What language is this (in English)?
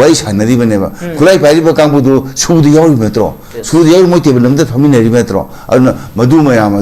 Manipuri